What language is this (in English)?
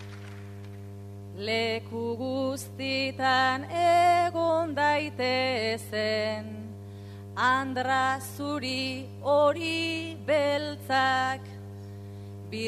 Basque